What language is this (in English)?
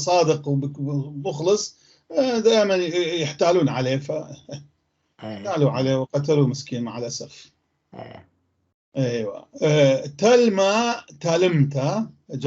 North Levantine Arabic